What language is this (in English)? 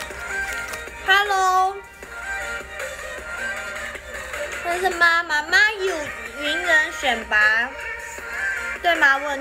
Chinese